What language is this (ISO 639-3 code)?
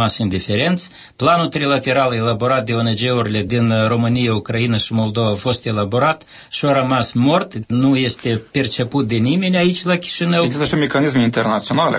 ron